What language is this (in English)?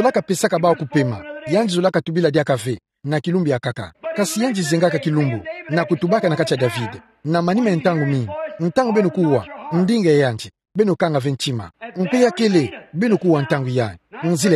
Kituba (Democratic Republic of Congo)